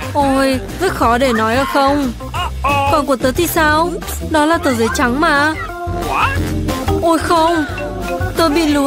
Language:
Vietnamese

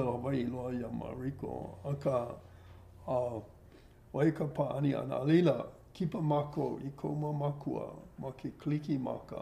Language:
Hawaiian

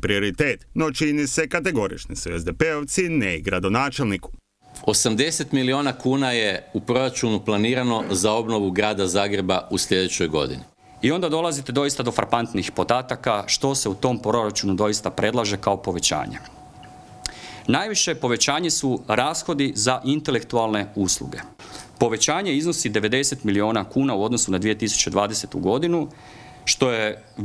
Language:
Croatian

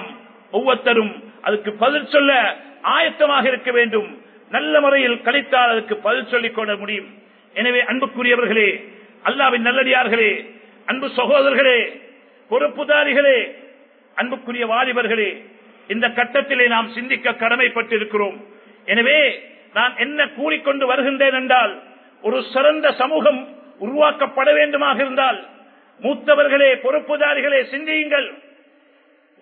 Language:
Tamil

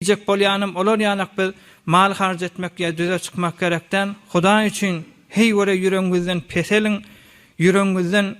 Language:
Turkmen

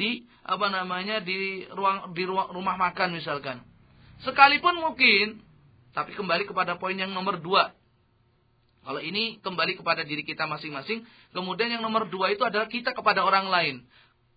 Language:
Indonesian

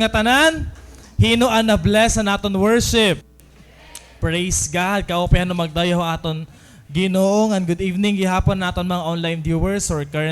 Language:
Waray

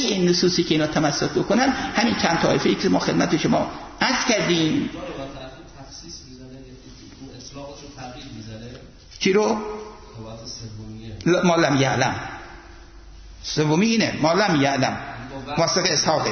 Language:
Persian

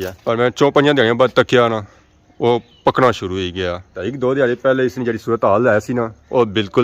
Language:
Pahari-Potwari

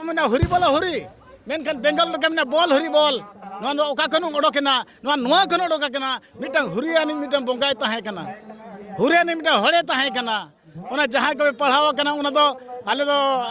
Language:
Santali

